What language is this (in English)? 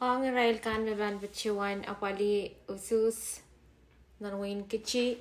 Pohnpeian